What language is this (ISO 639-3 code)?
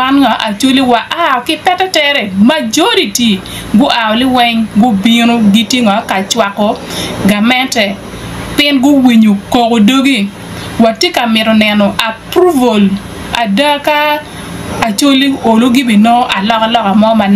ach